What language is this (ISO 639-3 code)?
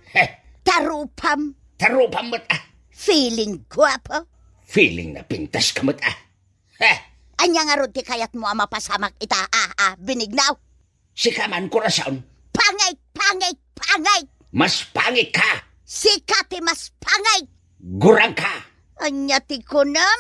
ilo